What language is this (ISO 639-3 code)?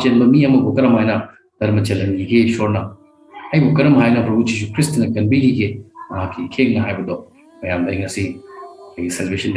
mni